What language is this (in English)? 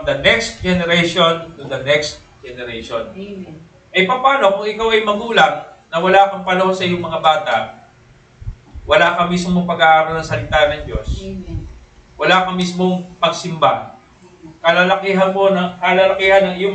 Filipino